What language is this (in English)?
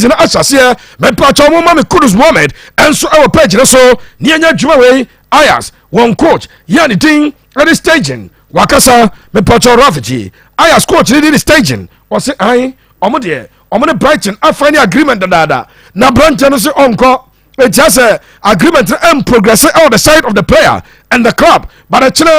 Akan